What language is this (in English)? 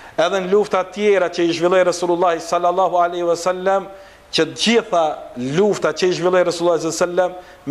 Albanian